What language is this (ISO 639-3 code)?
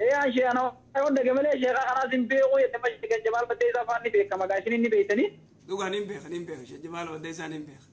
orm